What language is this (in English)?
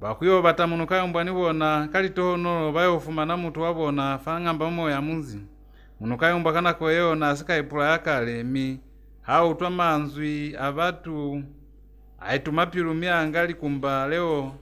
Lozi